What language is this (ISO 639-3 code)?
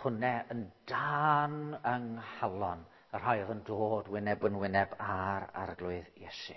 cym